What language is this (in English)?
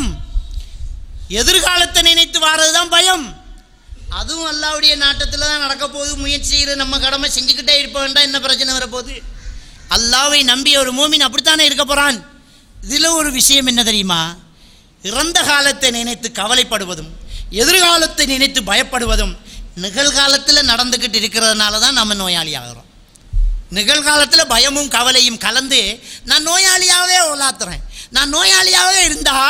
Tamil